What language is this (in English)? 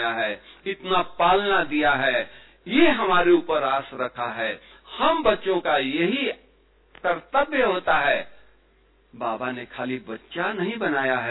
Hindi